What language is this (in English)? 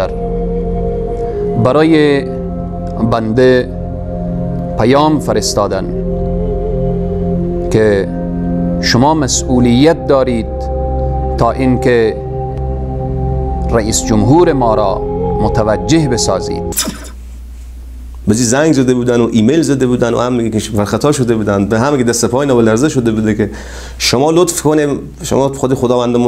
Persian